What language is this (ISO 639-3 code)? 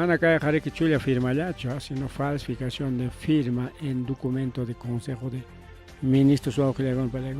quy